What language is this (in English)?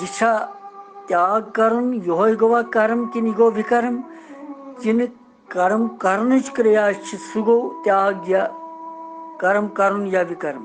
Kashmiri